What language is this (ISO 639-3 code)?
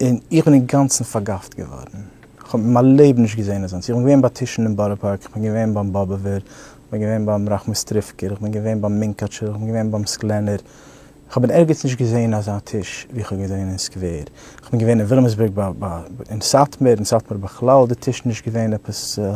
yid